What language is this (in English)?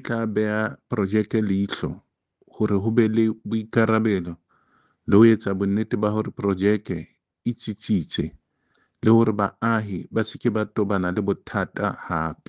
Southern Sotho